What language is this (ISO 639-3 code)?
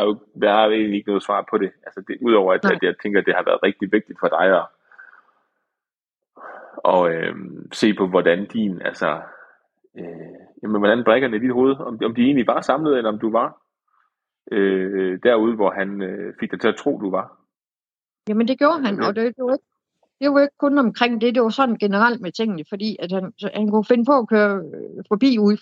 dan